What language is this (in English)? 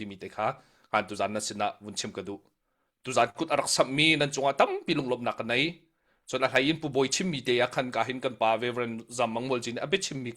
Hakha Chin